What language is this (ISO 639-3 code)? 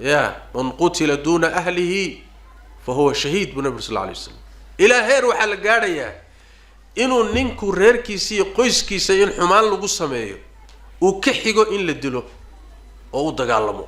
som